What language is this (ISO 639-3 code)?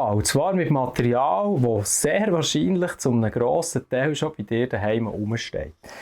gsw